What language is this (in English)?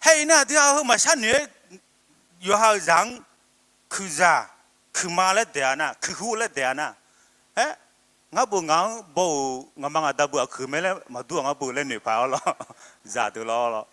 Akha